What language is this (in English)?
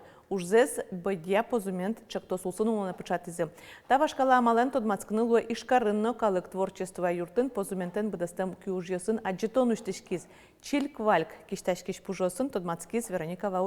Udmurt